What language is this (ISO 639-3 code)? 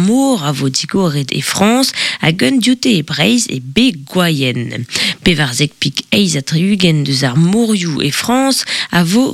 bre